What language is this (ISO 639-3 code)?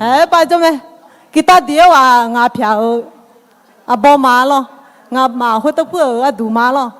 ahk